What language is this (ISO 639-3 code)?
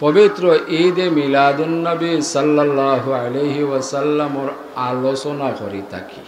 syl